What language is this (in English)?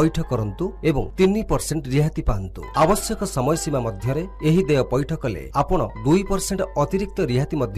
Odia